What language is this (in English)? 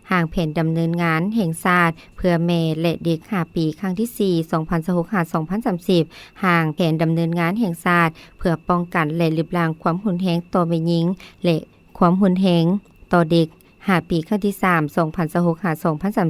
Lao